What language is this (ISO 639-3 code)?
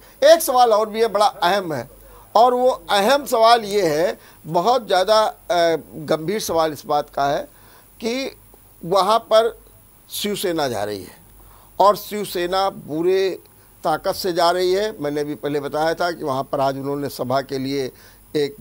hin